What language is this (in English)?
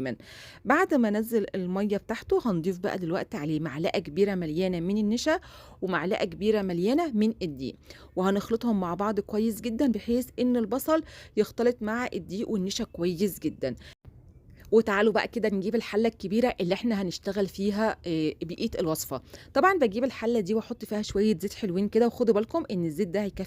Egyptian Arabic